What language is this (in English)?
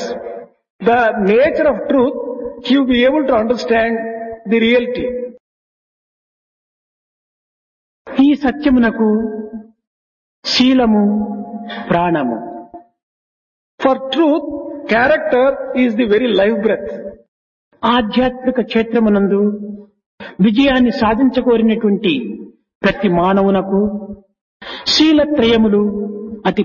Telugu